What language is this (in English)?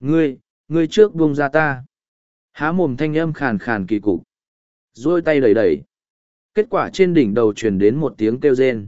Vietnamese